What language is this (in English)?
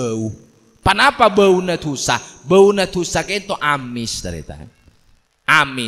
Madurese